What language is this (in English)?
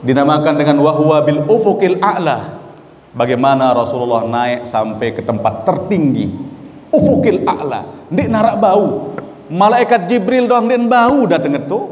Sasak